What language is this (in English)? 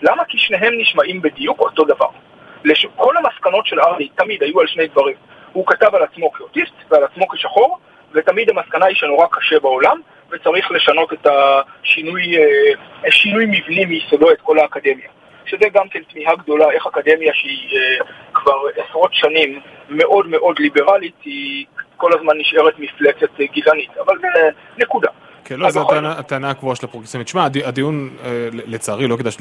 Hebrew